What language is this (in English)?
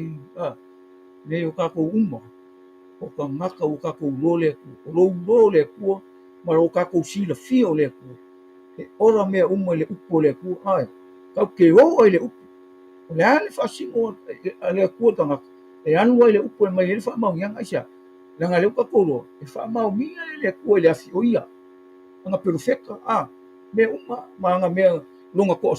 Samoan